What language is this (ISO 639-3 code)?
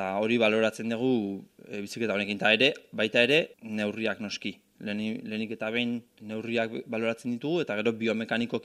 eus